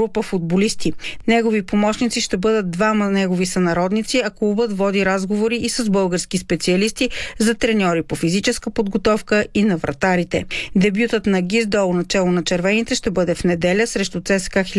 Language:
Bulgarian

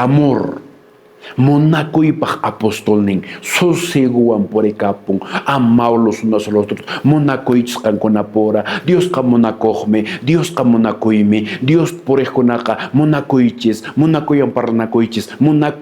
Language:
Quechua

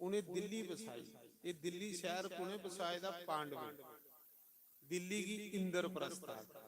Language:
Dogri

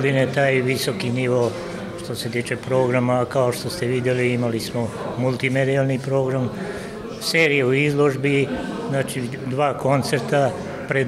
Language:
Serbian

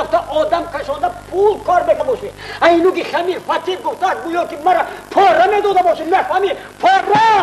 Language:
Tajik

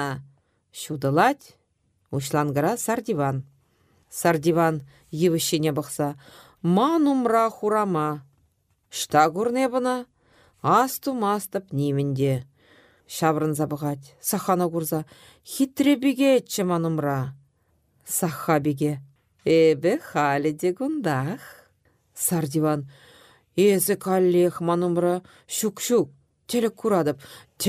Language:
Chuvash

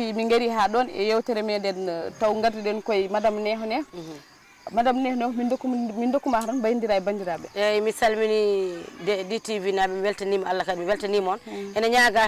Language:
Fula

